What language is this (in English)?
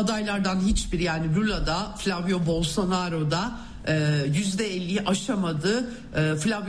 Turkish